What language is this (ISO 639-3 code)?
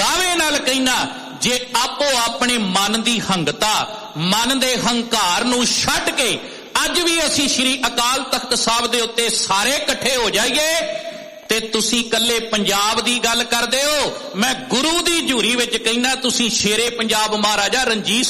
pan